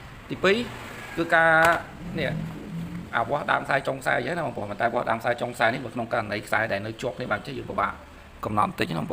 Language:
Khmer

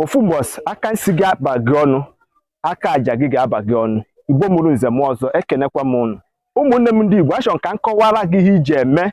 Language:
Igbo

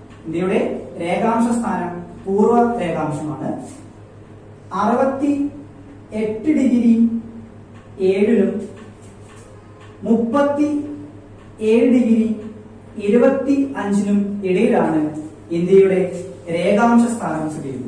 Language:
Malayalam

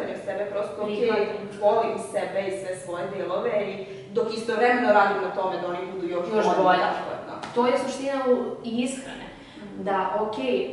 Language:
Serbian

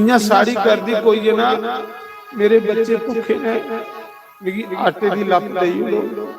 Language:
Dogri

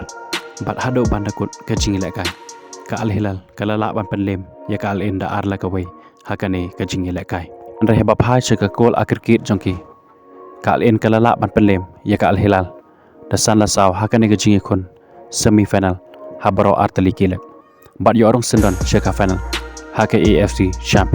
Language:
Khasi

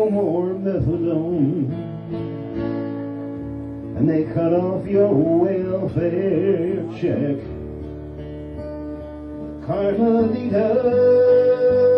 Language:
English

